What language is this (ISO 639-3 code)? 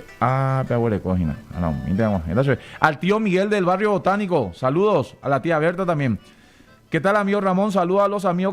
grn